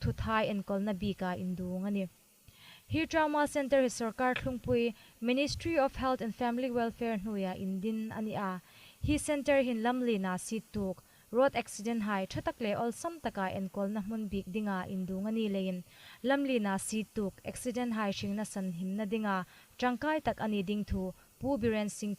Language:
Hmar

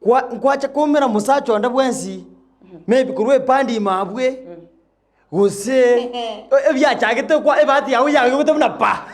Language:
Gusii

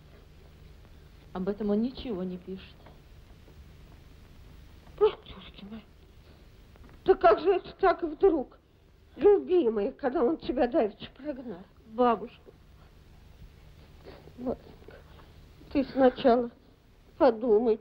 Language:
Russian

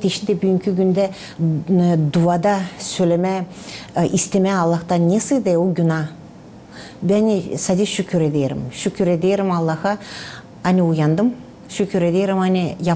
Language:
Gagauz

